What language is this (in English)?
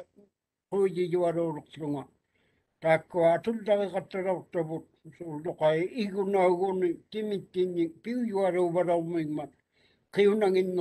Māori